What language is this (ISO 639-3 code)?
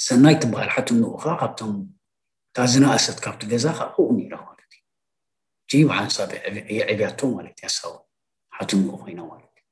tir